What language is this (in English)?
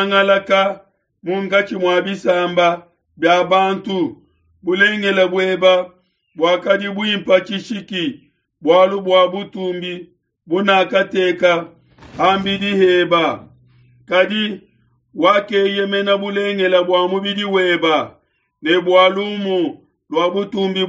Luba-Lulua